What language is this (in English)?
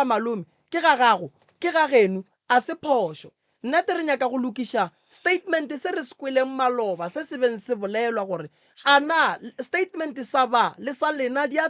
Northern Sotho